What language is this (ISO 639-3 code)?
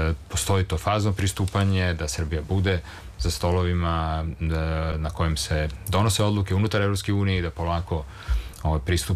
srp